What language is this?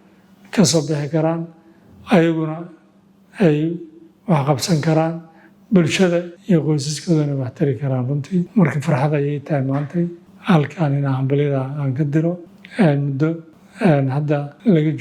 Somali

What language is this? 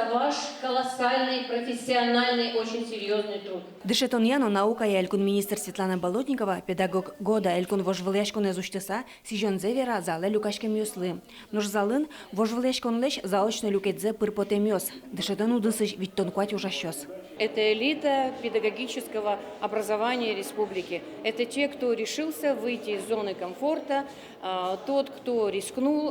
Udmurt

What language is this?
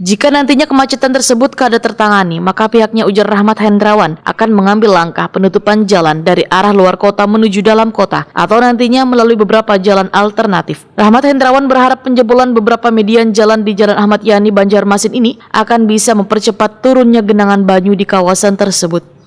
Banjar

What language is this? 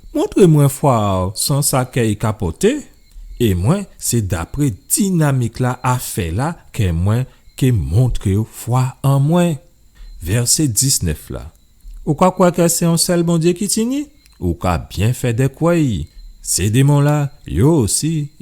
Guadeloupean Creole French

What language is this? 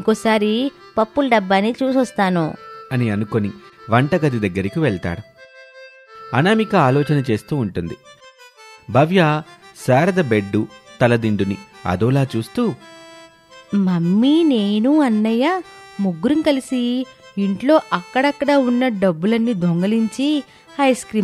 Telugu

